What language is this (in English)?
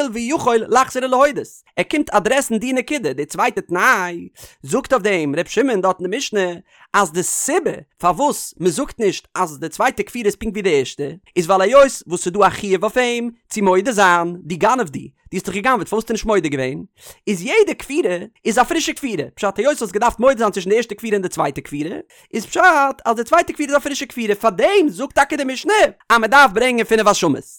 Yiddish